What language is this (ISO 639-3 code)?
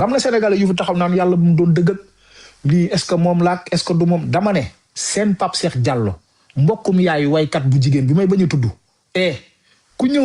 wol